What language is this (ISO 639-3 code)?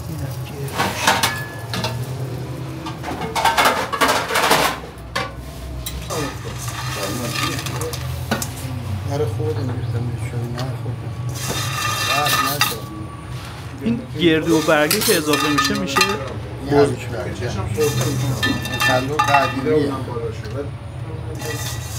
fas